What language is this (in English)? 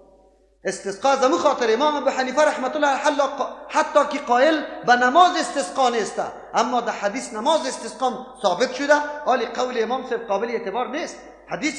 Persian